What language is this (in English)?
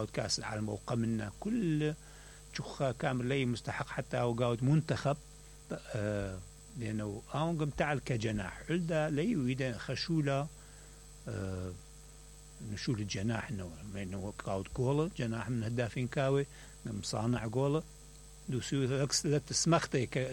Mesopotamian Arabic